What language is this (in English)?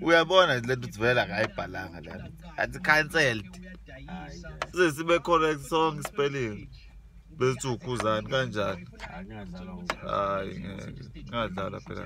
Zulu